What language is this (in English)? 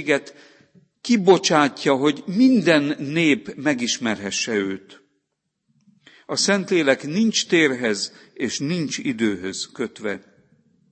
Hungarian